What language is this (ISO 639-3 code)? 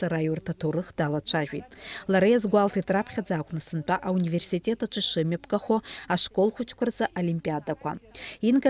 abk